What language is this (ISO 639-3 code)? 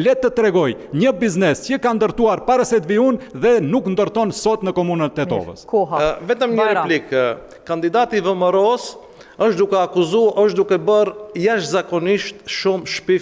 sqi